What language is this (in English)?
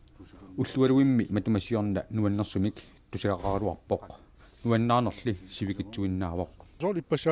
Kalaallisut